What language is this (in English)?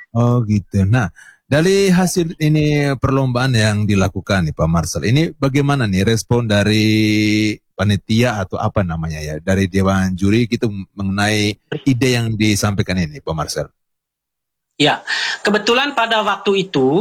Indonesian